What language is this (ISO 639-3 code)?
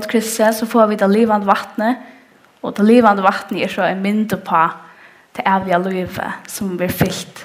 fao